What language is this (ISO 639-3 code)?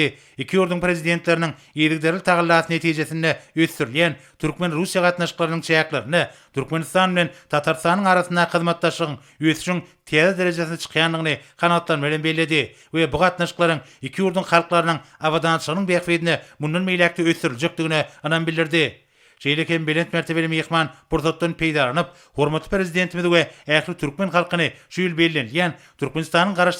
tuk